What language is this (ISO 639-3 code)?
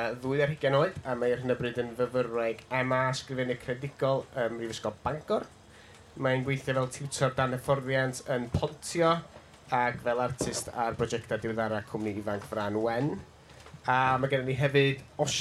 cym